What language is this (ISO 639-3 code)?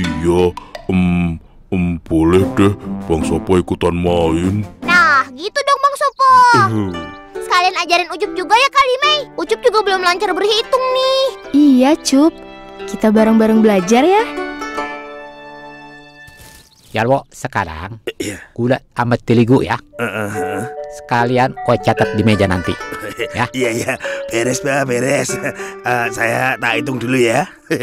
ind